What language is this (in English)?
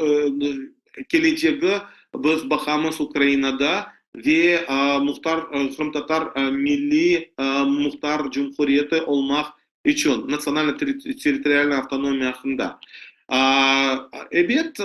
Crimean Tatar